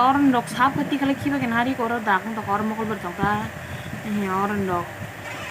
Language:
Kok Borok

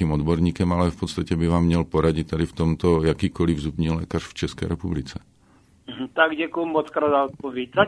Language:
Czech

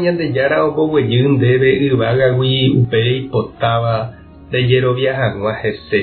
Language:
Guarani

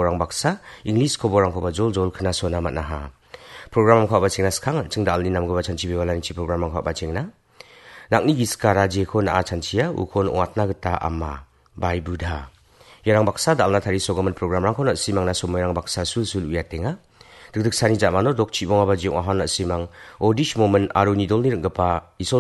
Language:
Garo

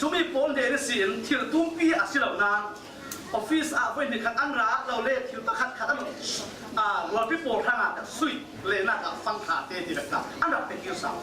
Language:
Falam Chin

